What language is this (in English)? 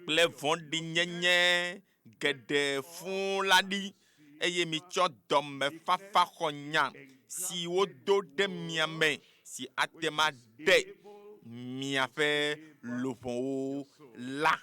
Ewe